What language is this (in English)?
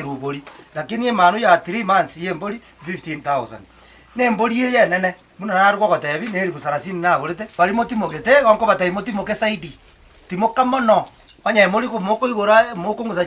Gusii